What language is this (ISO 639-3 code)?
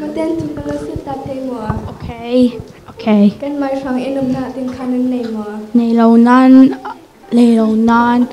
cfm